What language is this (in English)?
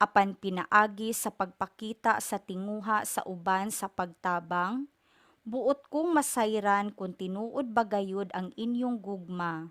Cebuano